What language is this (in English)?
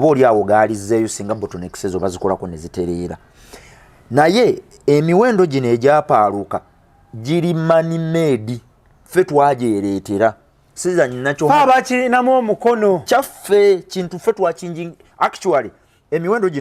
Ganda